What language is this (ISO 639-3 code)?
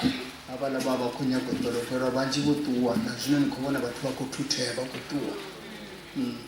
ven